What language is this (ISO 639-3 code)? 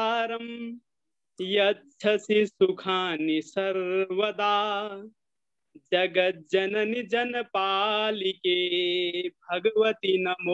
san